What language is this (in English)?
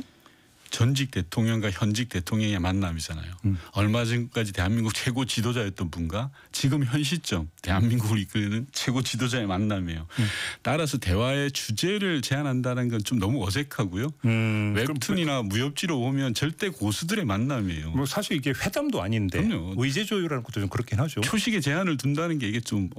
Korean